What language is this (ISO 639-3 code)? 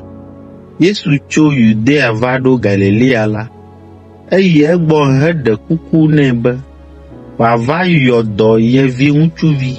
ewe